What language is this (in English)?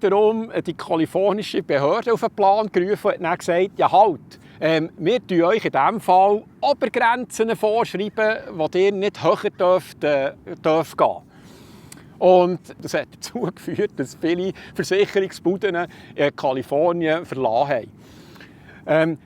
Swiss German